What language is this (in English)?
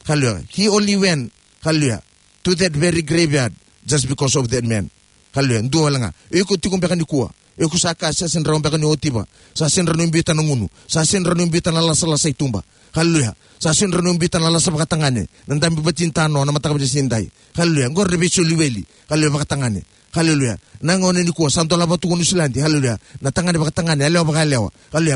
Fijian